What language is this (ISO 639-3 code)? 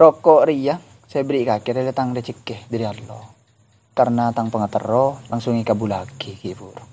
mad